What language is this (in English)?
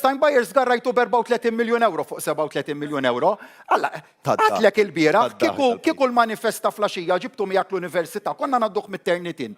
Maltese